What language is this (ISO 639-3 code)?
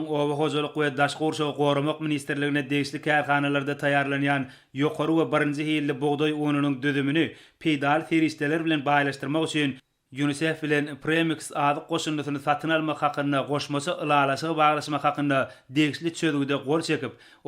tuk